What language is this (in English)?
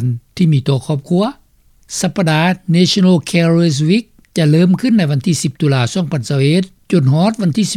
Lao